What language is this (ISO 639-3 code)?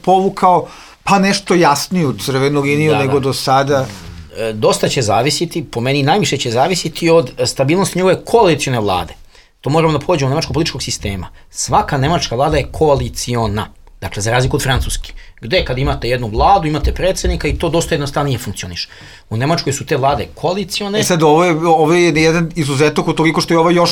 srp